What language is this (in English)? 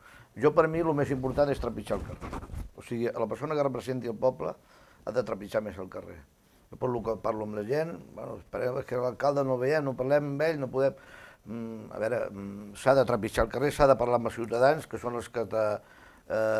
Catalan